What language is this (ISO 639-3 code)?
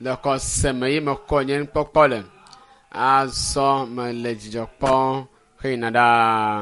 ewe